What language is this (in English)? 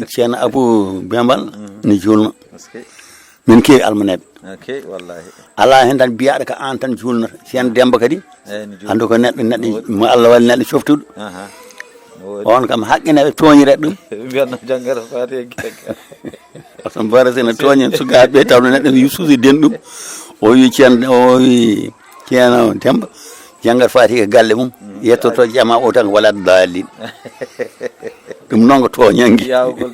Fula